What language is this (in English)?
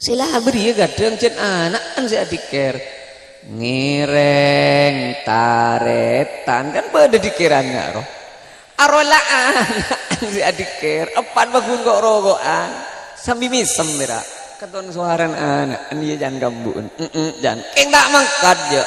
Madurese